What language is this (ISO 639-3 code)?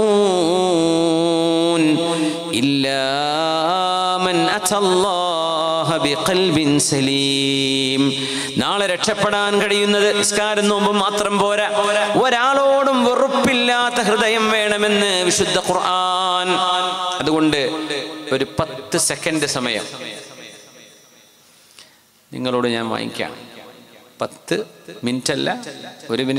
mal